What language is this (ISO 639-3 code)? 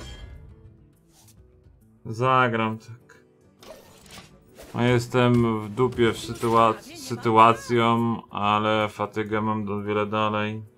pol